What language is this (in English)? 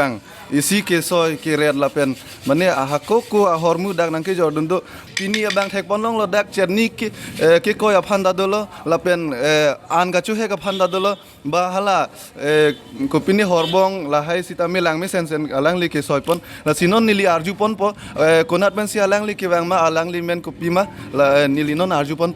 Karbi